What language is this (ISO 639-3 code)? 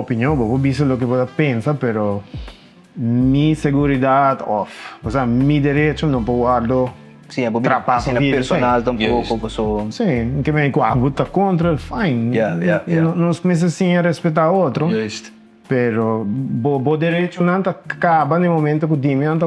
pap